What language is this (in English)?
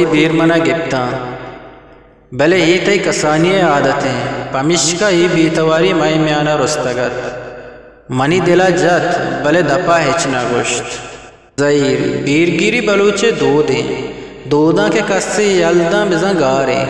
Eastern Balochi